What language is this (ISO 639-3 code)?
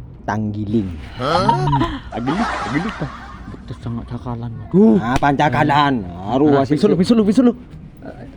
mad